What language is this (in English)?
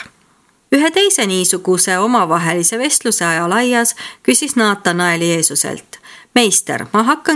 Estonian